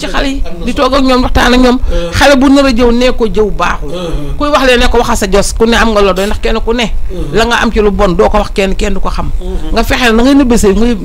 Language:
Wolof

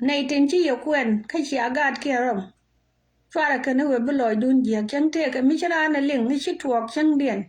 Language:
Nuer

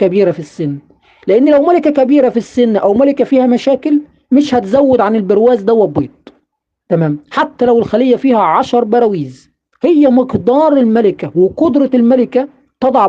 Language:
Egyptian Arabic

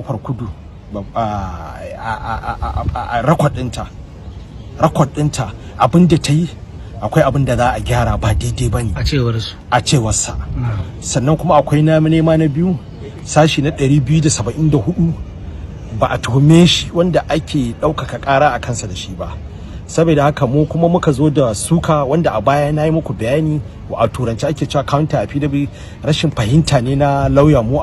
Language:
Hausa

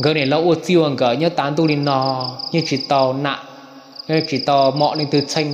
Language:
Hmong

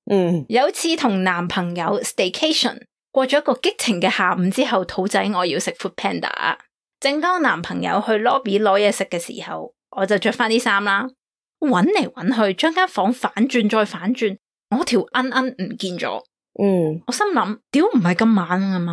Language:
Cantonese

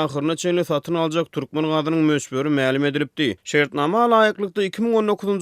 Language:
Turkmen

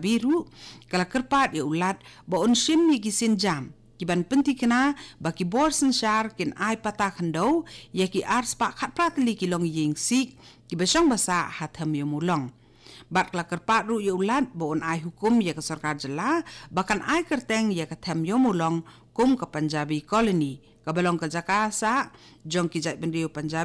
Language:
Khasi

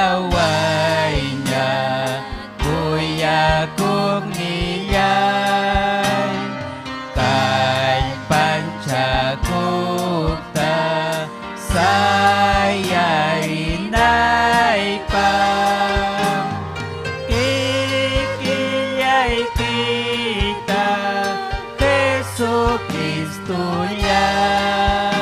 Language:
Ayacucho Quechua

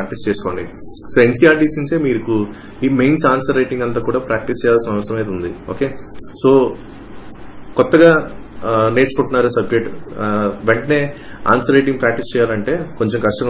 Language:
Telugu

